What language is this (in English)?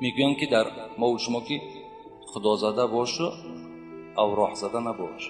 Tajik